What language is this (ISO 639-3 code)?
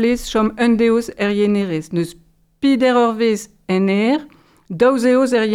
bre